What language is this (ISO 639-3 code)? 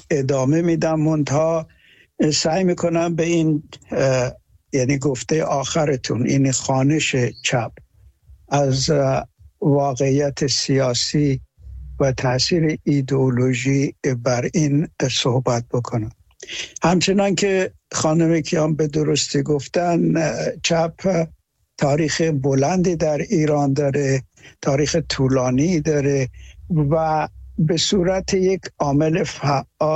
fas